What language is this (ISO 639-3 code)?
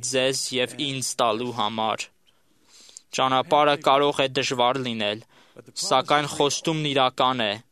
hye